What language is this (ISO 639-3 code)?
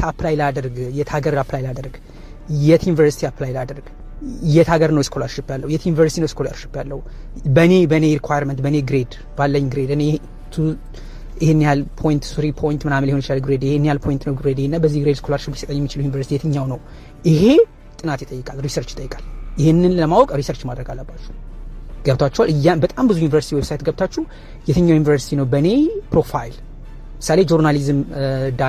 amh